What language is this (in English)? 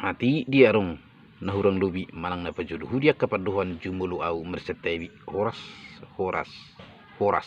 Batak Toba